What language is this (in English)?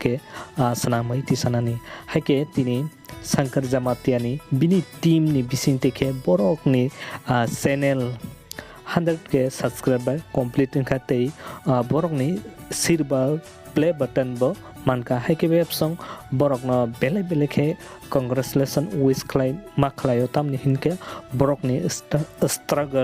Kok Borok